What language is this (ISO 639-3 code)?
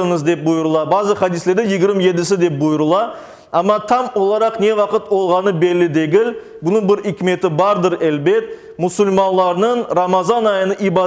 crh